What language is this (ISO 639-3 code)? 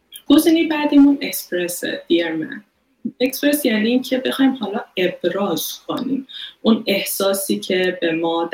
fas